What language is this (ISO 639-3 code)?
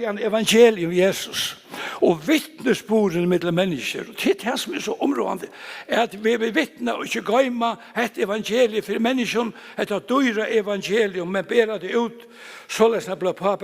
fao